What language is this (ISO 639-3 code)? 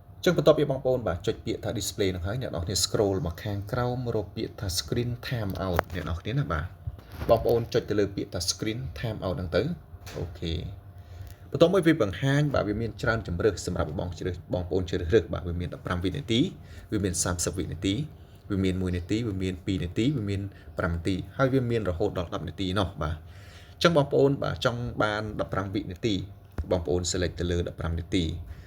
khm